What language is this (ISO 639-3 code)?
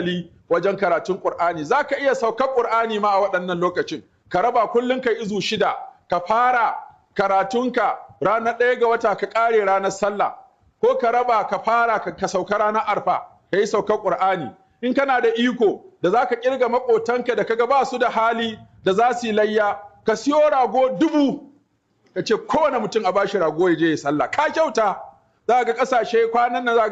hau